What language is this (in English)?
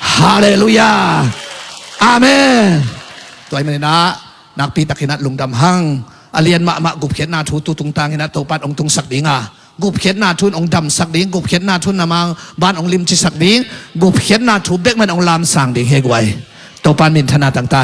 Tedim Chin